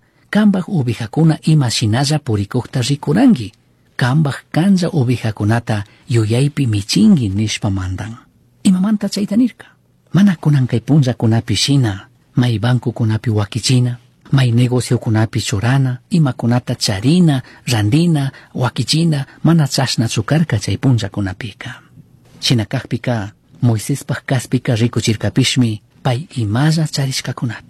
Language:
Chimborazo Highland Quichua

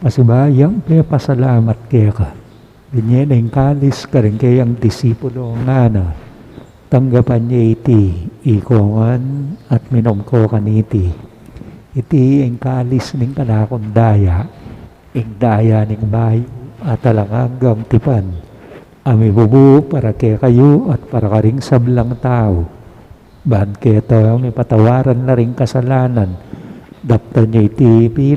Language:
Pampanga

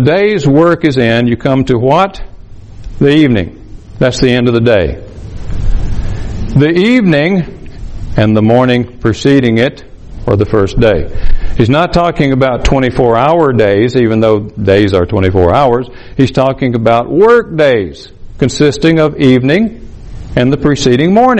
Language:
English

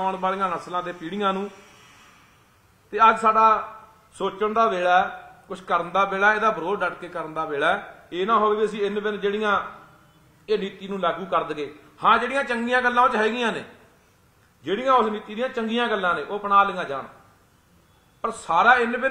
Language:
Punjabi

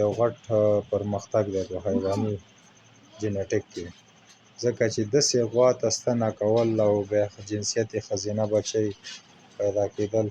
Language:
Pashto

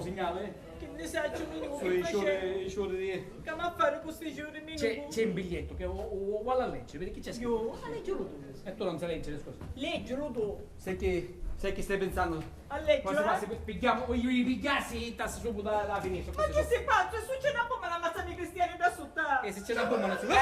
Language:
Sicilian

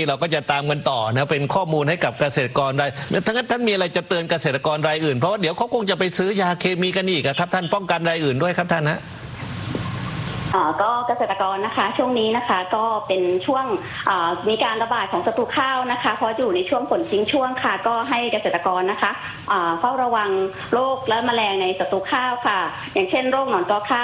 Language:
Thai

